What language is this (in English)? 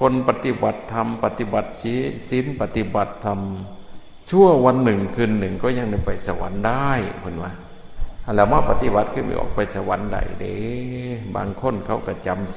Northeastern Thai